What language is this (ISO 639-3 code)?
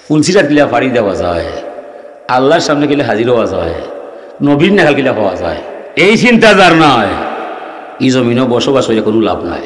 syl